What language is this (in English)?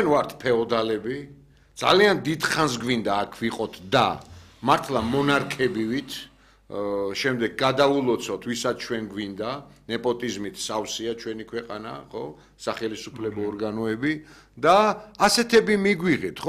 Georgian